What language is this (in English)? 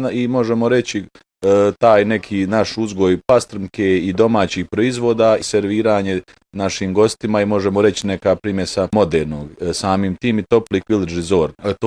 Bosnian